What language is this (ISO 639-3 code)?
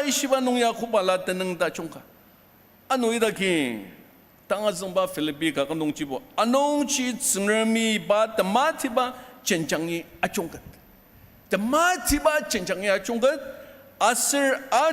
njo